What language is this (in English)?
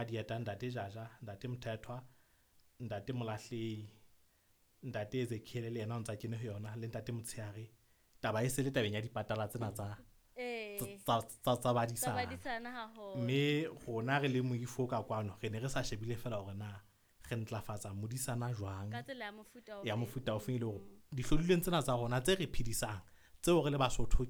Southern Sotho